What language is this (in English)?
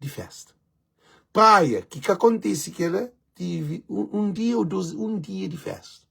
Kabuverdianu